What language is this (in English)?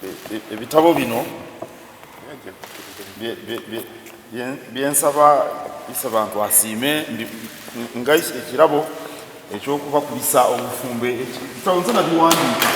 Soga